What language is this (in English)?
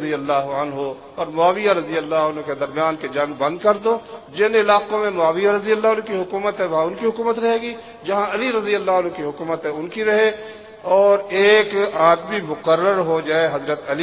Urdu